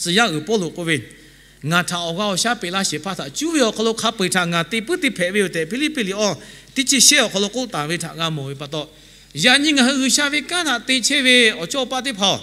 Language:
Lahu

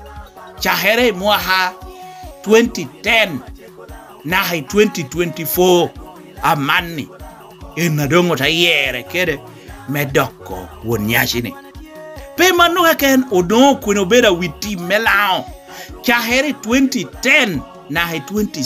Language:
Lango (Uganda)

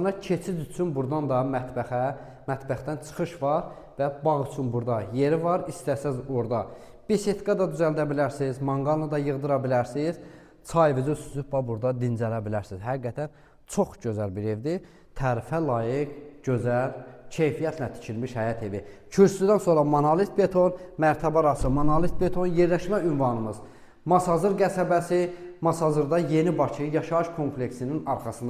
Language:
Azerbaijani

